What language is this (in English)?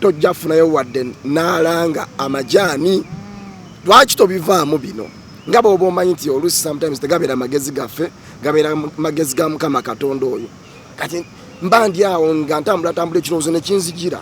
Ganda